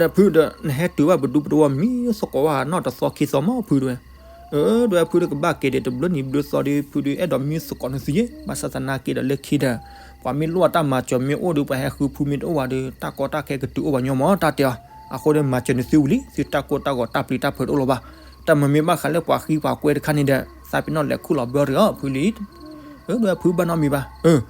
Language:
S'gaw Karen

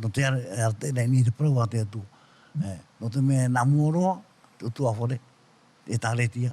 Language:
Tahitian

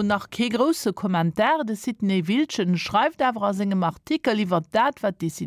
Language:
Luxembourgish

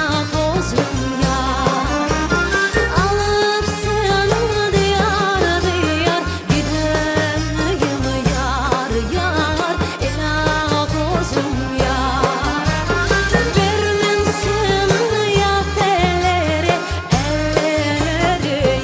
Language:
Crimean Tatar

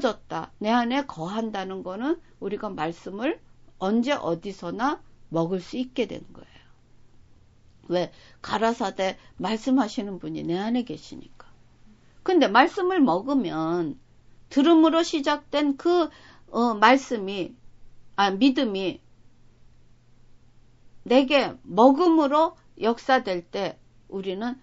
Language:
Korean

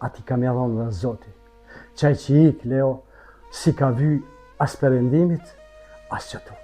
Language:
Albanian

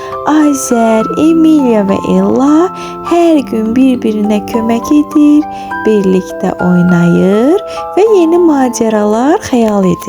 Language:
Azerbaijani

